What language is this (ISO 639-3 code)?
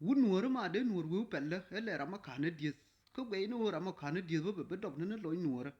nus